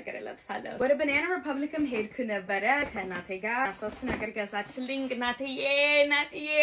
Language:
Amharic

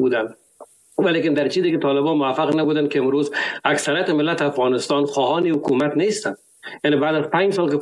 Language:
Persian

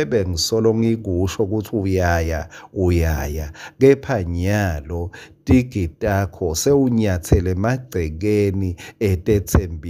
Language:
Swati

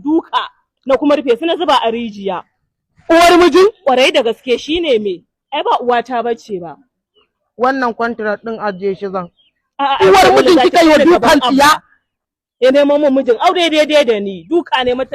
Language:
Hausa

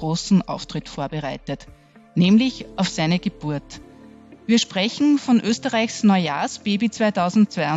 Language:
German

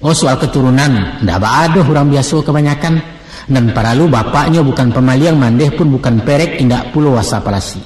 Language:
Minangkabau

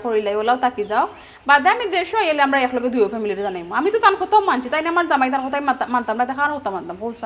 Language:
Sylheti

